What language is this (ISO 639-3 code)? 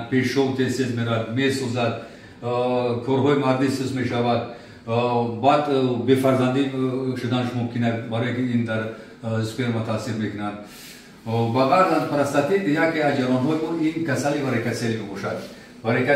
tgk